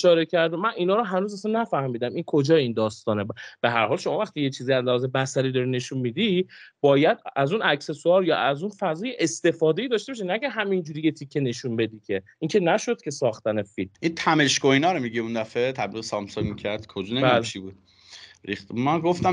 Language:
Persian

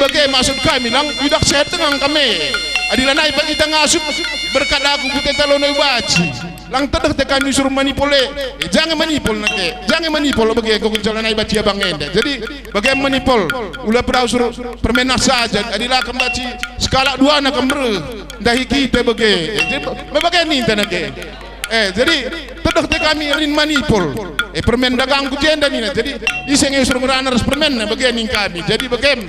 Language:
Batak Karo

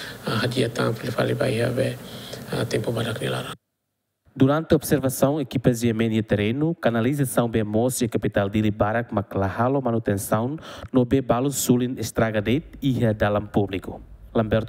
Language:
Tetum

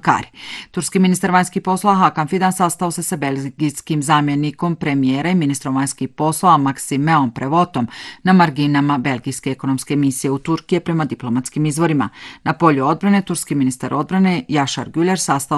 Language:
Bosnian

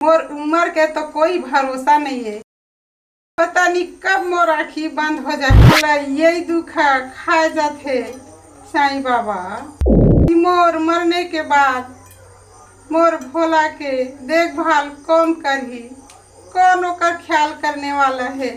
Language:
Chhattisgarhi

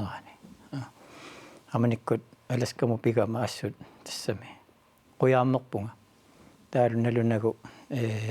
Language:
Kalaallisut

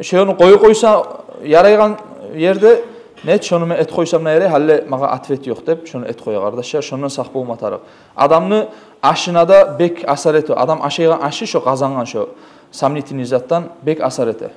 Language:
Kumyk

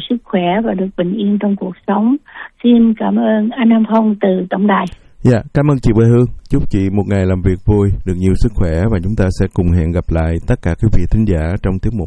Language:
Vietnamese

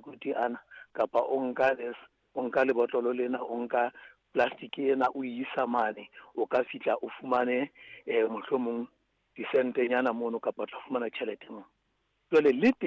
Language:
Southern Sotho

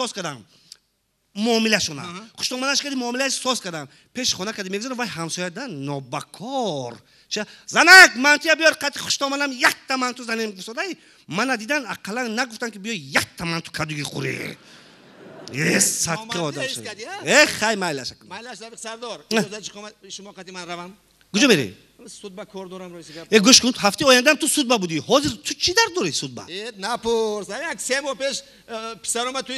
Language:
Tajik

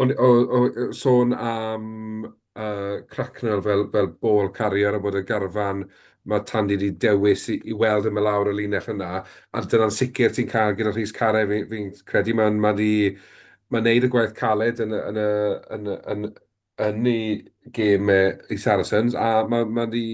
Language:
Welsh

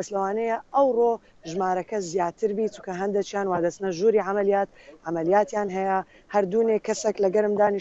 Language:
Central Kurdish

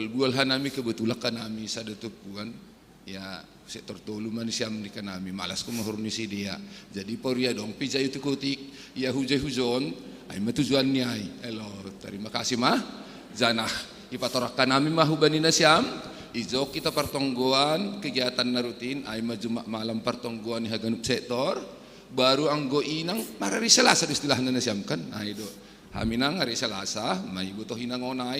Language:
Batak Simalungun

